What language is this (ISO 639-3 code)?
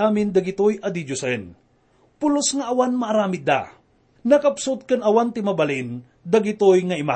ilo